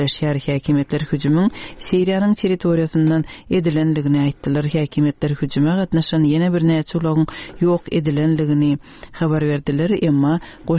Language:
Turkmen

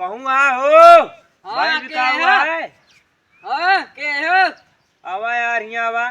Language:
Awadhi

